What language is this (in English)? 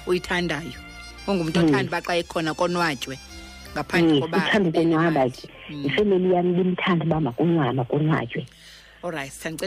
Xhosa